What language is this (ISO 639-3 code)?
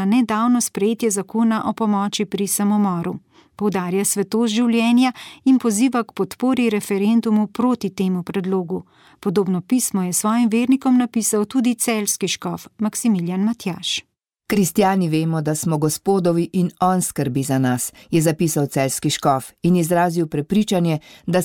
slv